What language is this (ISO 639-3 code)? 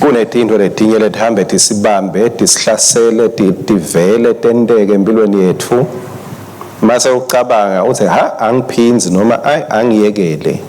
ssw